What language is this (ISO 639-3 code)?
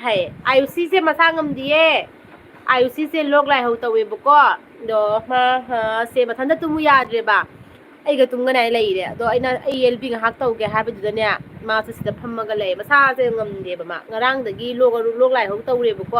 mni